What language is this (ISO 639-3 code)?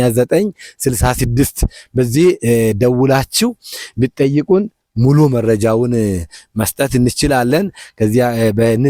amh